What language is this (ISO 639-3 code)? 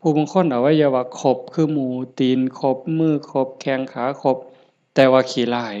lao